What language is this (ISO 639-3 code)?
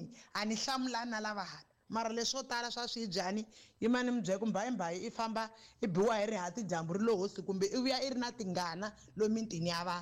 tso